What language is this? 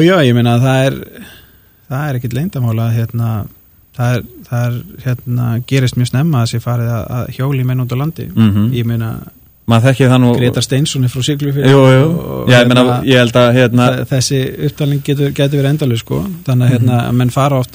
Icelandic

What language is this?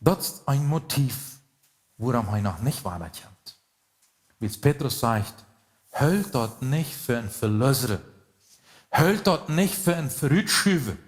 Plautdietsch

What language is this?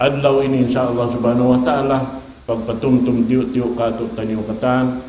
Tausug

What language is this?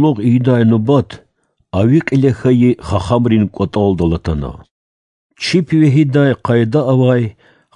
Lezghian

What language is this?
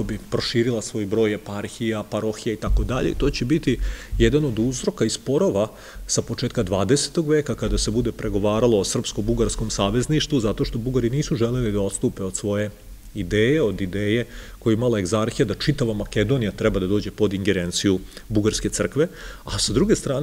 Serbian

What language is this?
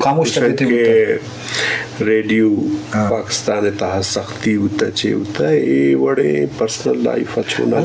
Eastern Balochi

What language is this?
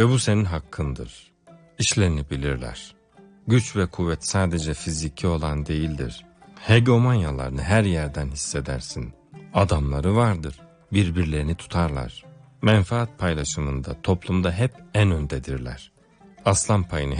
Turkish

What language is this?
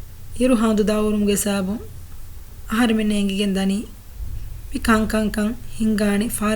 Divehi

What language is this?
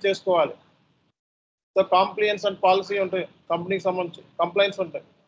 Telugu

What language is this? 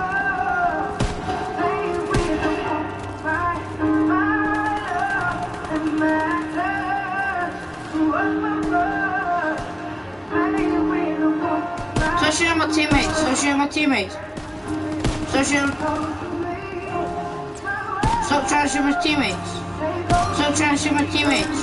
English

